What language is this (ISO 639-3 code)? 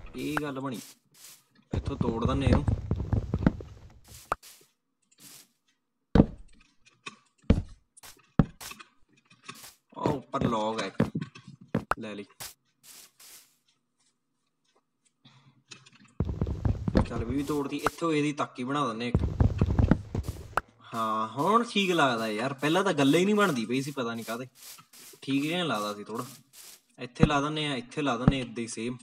pan